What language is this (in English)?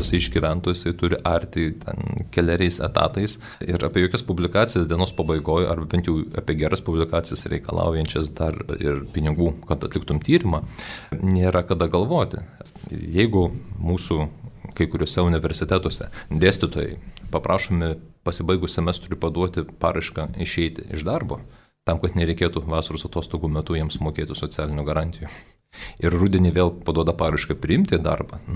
Lithuanian